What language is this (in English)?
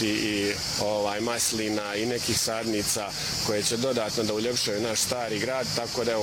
Bosnian